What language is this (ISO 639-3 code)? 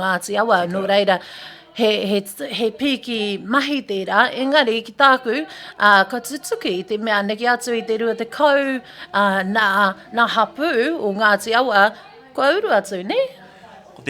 mri